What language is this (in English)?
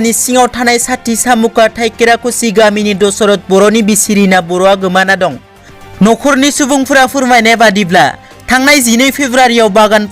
Bodo